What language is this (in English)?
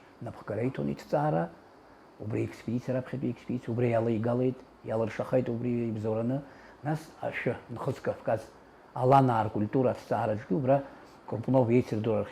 Abkhazian